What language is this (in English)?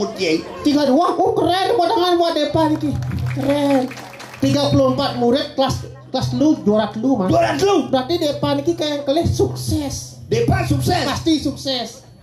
Balinese